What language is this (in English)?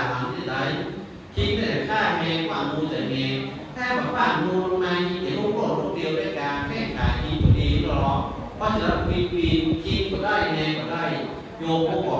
Thai